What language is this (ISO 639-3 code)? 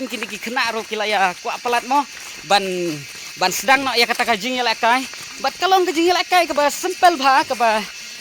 kha